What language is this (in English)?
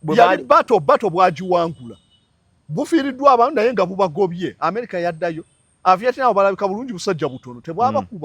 Ganda